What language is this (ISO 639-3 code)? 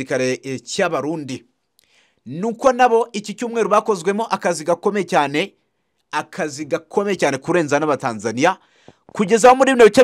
kin